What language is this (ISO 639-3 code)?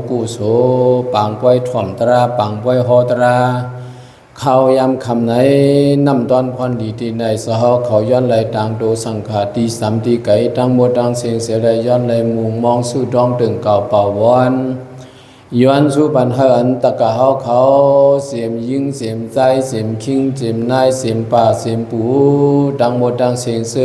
shn